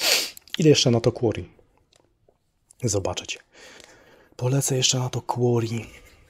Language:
Polish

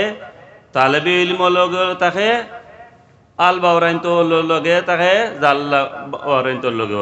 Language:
Sylheti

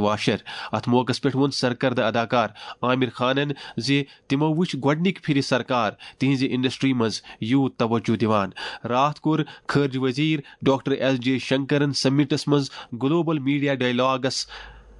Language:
Kashmiri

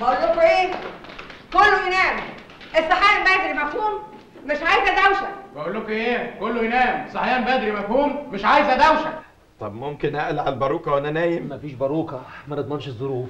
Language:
Egyptian Arabic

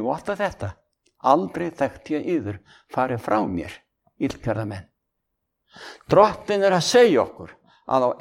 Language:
Icelandic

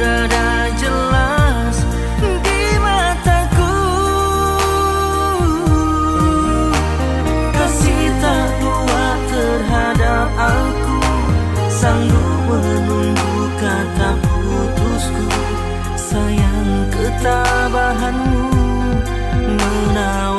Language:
Indonesian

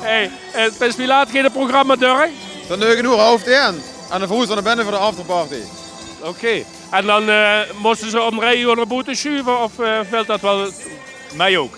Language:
Limburgish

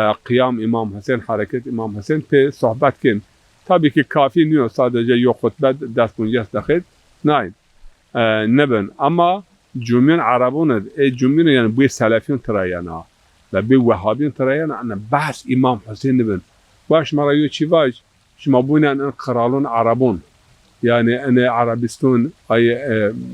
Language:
Zaza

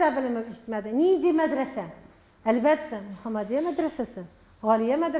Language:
Tatar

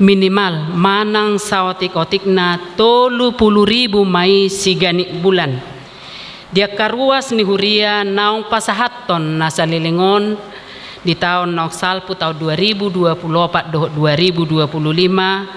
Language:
Batak Toba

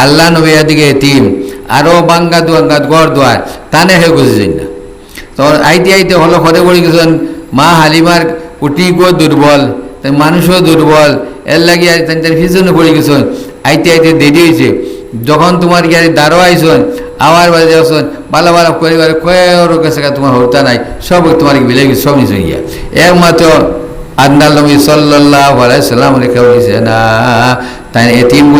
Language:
Sylheti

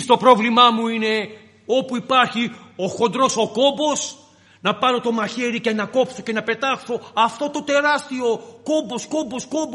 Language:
Greek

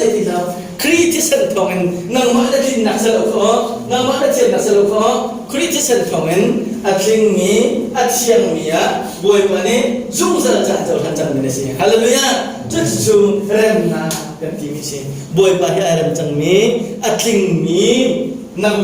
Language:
Hakha Chin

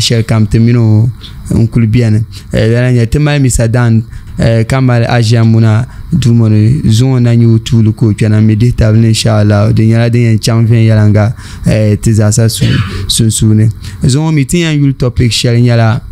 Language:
Dagbani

